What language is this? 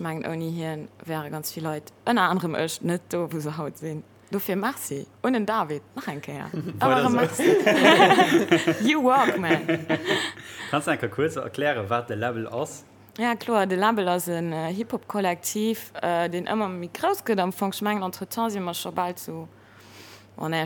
Luxembourgish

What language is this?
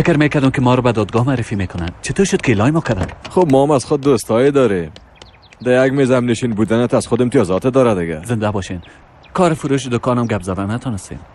Persian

